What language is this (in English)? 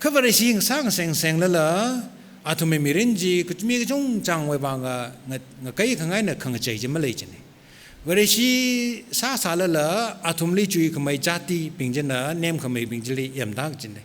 Tangkhul Naga (India)